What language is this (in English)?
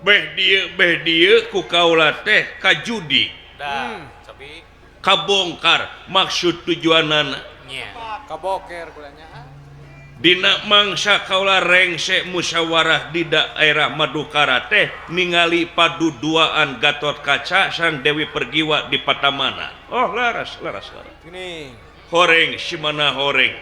Sundanese